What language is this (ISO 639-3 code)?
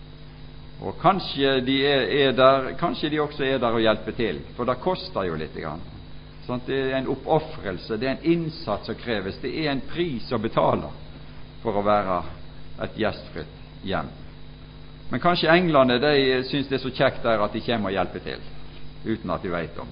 nor